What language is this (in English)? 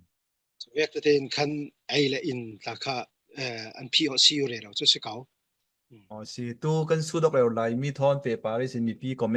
Falam Chin